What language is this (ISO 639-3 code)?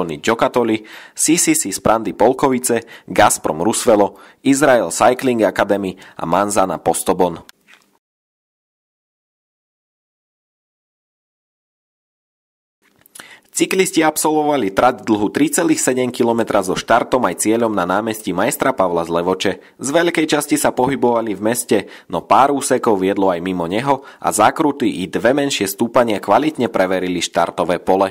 slk